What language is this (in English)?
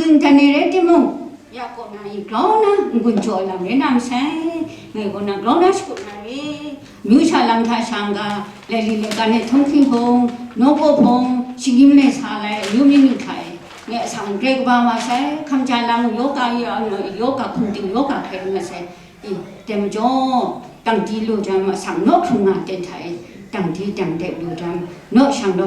Kachin